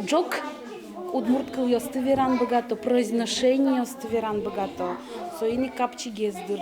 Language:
Udmurt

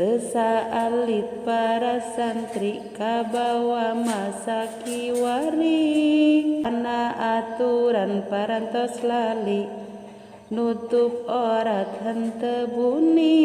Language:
Sundanese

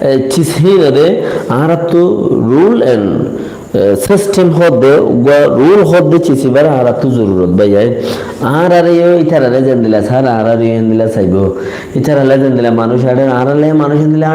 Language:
Rohingya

